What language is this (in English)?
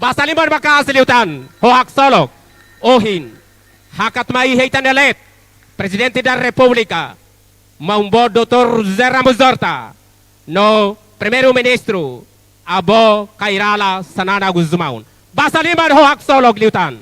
Tetum